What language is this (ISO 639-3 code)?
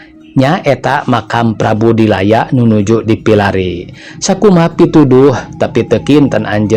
sun